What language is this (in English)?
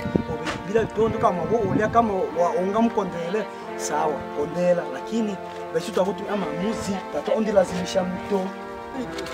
Swahili